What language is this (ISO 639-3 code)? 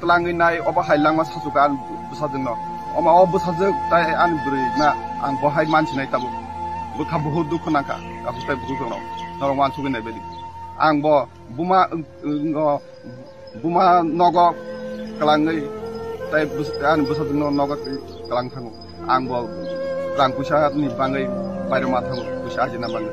trp